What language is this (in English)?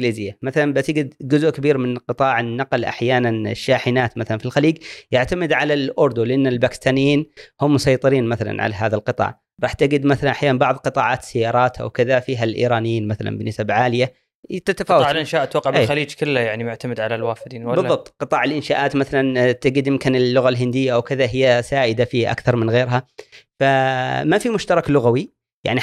Gulf Arabic